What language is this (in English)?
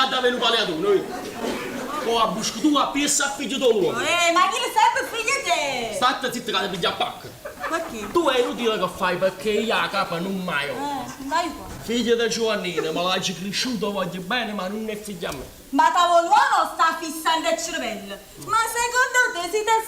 Neapolitan